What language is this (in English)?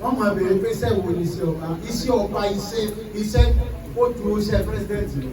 Yoruba